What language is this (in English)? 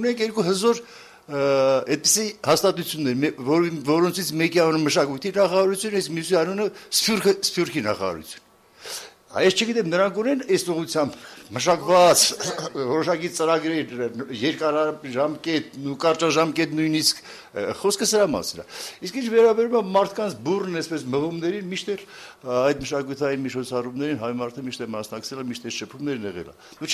Armenian